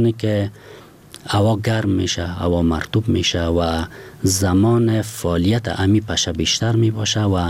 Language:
Persian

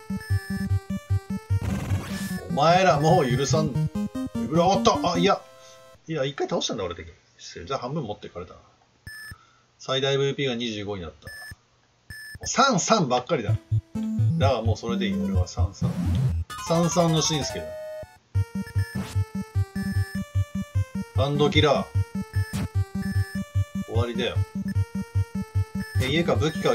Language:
Japanese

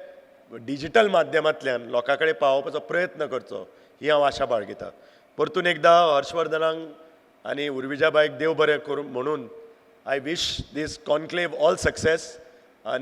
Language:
Konkani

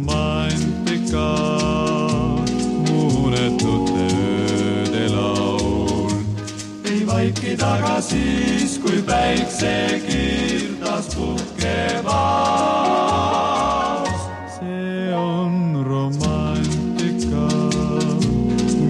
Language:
Estonian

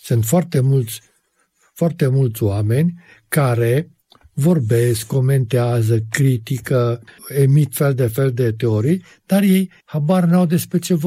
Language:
Romanian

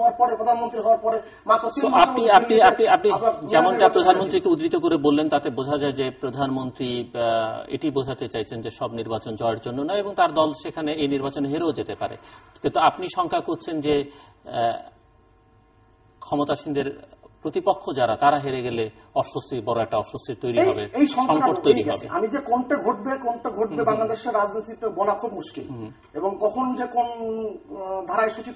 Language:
Bangla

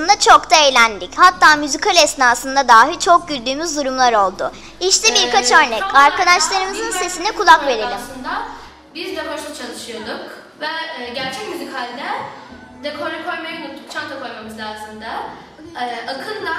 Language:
Turkish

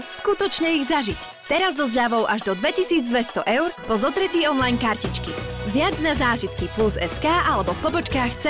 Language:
Slovak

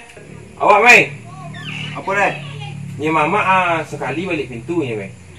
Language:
Minangkabau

